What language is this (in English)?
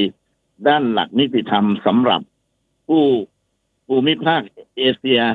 Thai